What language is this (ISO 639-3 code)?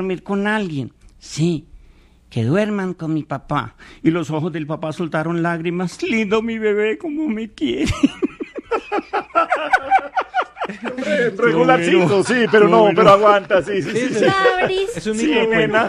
spa